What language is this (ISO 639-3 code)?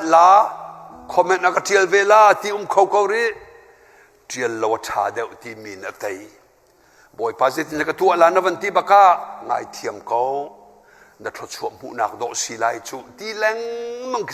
cnh